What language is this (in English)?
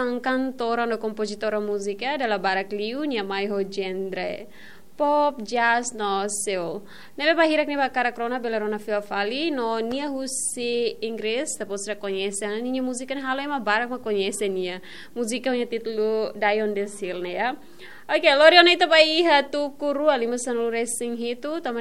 Tetum